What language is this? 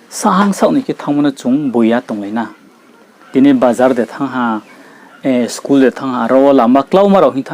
Riang (India)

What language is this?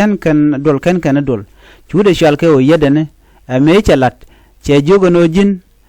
Nuer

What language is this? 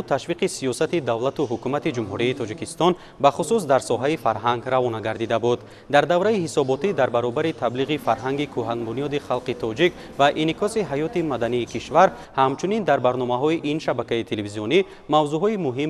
Tajik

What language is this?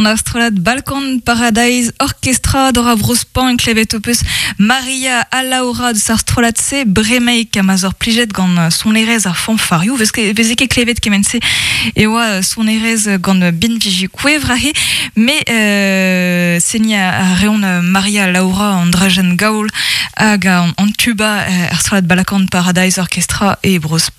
Breton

